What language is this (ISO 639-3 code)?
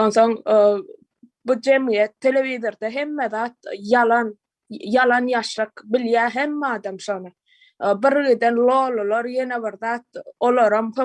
tuk